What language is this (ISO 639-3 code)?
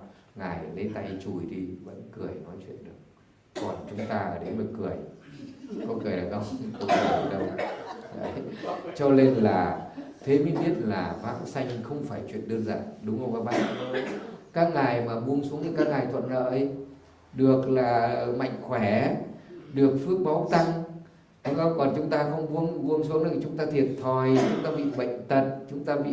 vie